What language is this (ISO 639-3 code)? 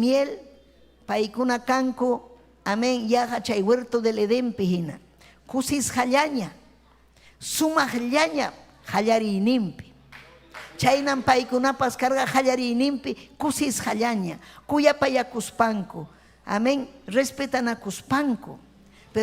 quy